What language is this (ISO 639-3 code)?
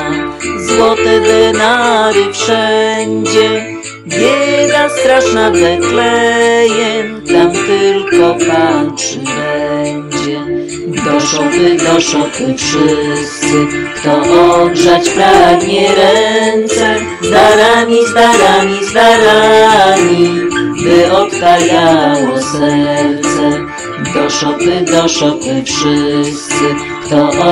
pol